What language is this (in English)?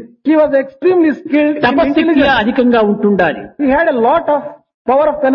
Telugu